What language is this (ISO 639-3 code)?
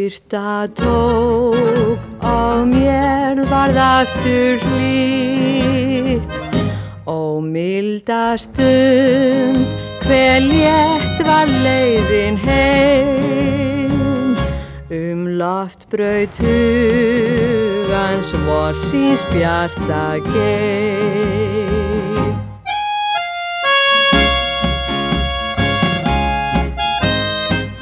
isl